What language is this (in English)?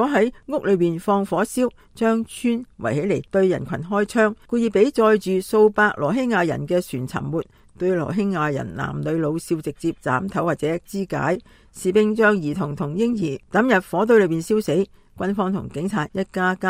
Cantonese